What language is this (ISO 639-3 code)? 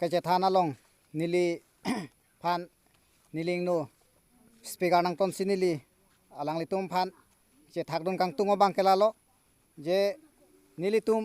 mjw